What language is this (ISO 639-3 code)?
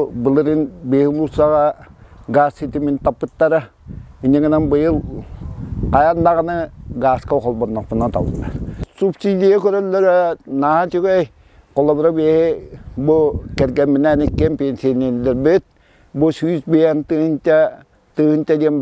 sah